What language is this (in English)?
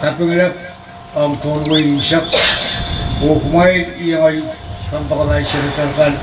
Pohnpeian